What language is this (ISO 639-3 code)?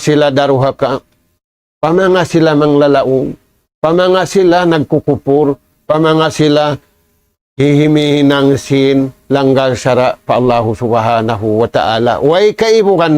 tsg